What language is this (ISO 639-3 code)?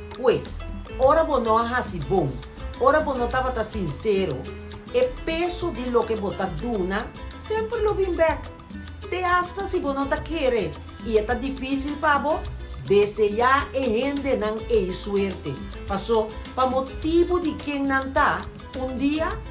pap